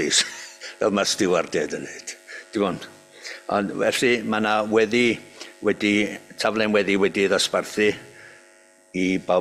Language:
Welsh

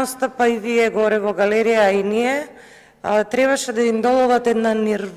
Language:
Macedonian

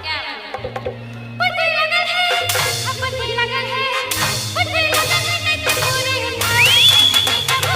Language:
Sadri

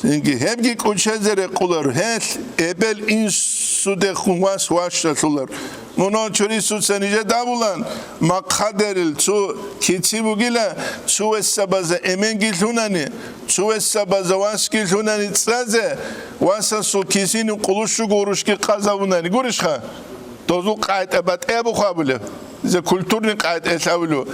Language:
Avaric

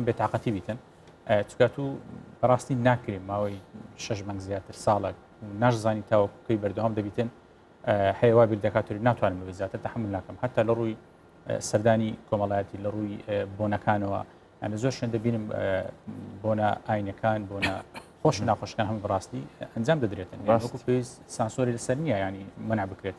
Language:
Central Kurdish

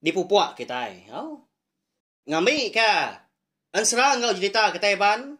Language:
Iban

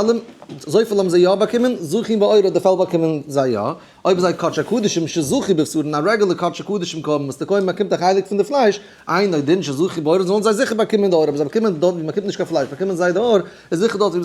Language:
Yiddish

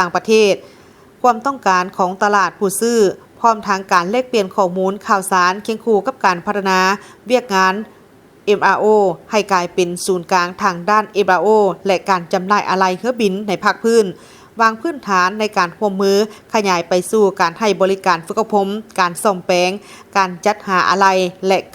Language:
Lao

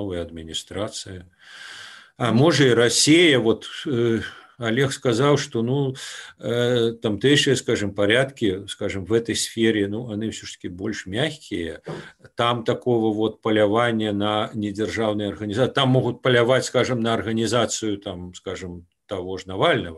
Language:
Belarusian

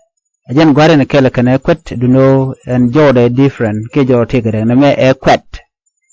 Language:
Nuer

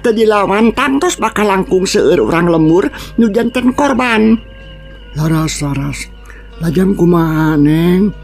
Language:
Sundanese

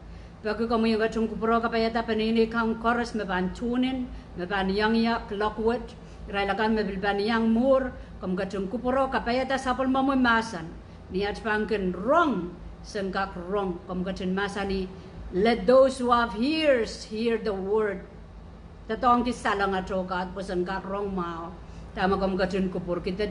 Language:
Pohnpeian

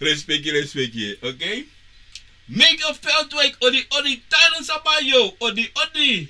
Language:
Sranan Tongo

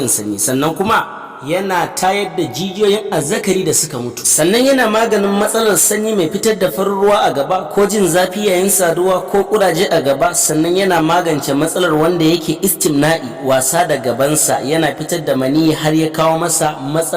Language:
Hausa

